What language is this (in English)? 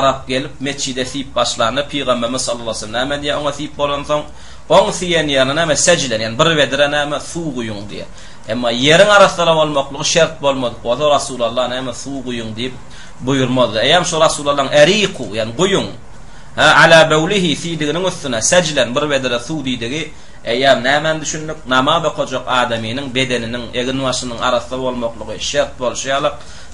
Turkmen